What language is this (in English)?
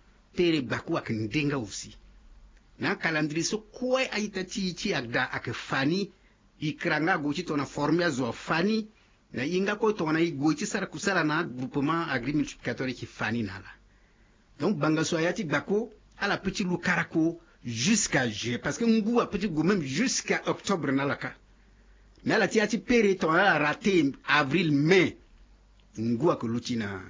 Sango